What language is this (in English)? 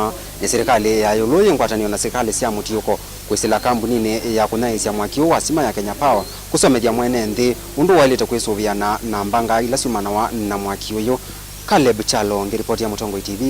Kamba